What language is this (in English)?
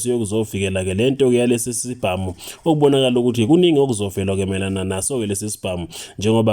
Zulu